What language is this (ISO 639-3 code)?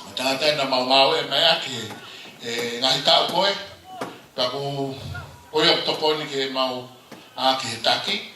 ton